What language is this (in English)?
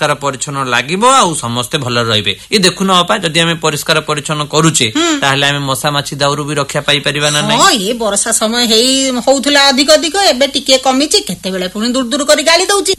Odia